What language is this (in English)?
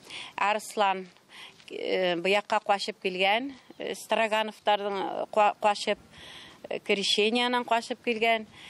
Tatar